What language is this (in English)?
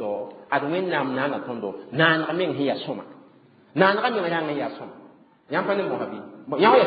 Mossi